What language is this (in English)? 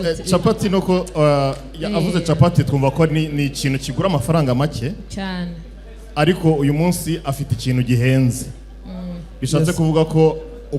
Kinyarwanda